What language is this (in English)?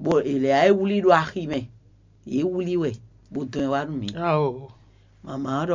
Fon